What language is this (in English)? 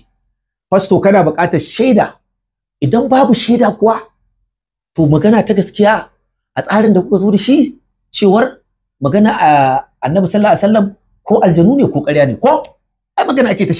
Hausa